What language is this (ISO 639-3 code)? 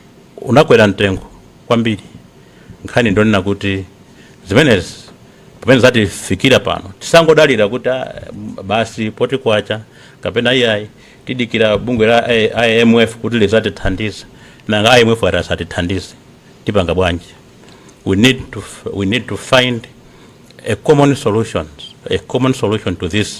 nya